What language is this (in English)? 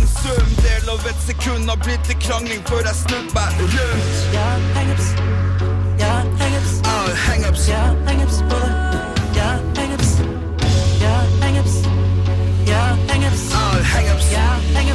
Norwegian